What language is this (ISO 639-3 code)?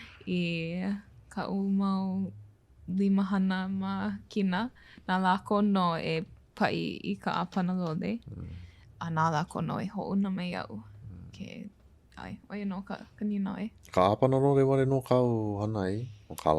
haw